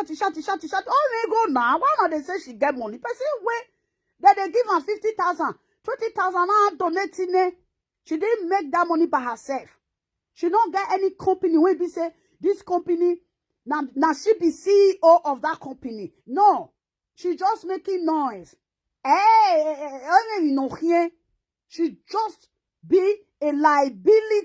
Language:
Nigerian Pidgin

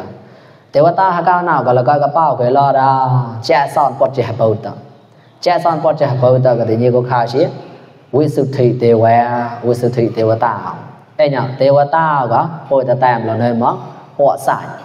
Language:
Mon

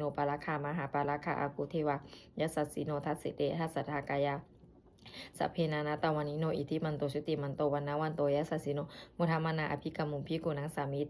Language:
Pali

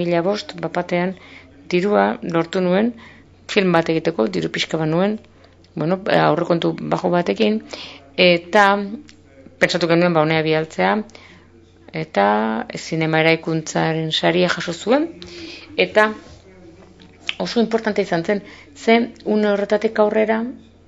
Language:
Basque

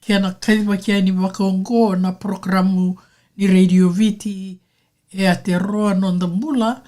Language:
Fijian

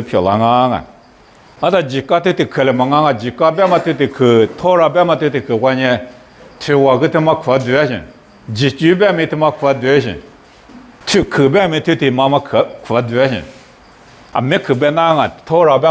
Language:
Lisu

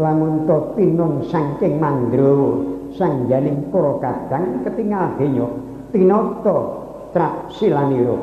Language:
Javanese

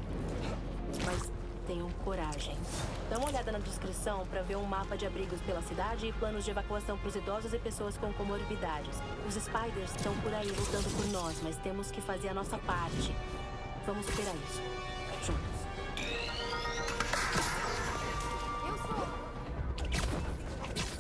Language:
Portuguese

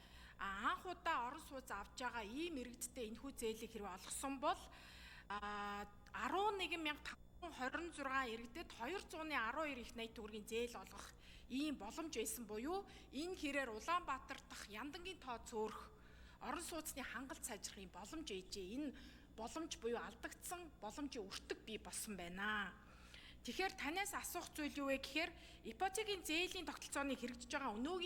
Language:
Mongolian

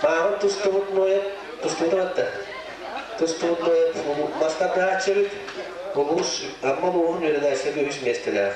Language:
Yakut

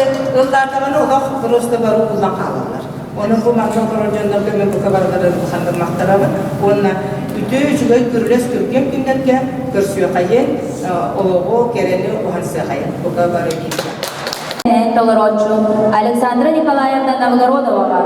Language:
Yakut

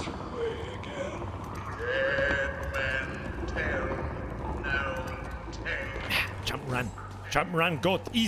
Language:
Bavarian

